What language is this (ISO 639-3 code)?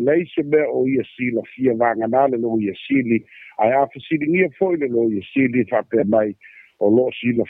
smo